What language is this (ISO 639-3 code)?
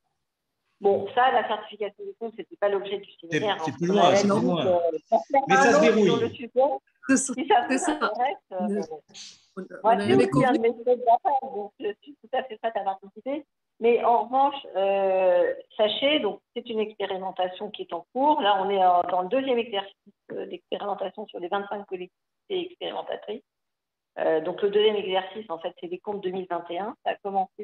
fra